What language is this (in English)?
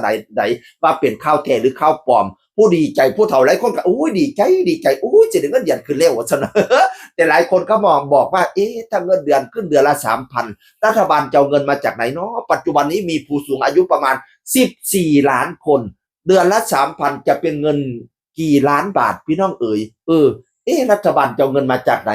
Northeastern Thai